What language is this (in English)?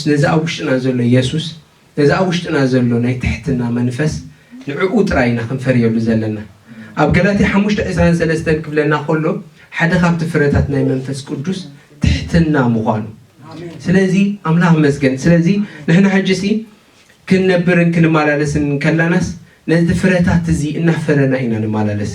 Tigrinya